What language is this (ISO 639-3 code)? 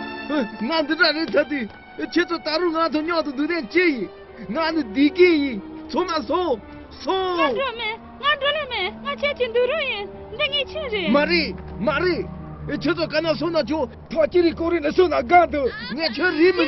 bod